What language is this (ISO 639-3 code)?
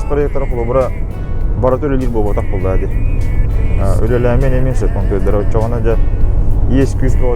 sah